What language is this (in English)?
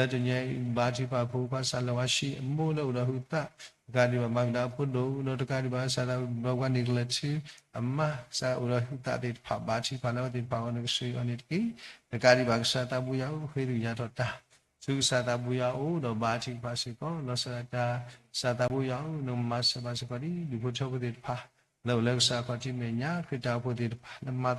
S'gaw Karen